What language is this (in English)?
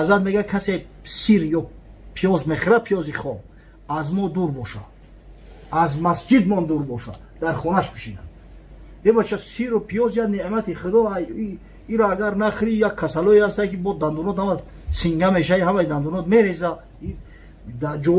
Tajik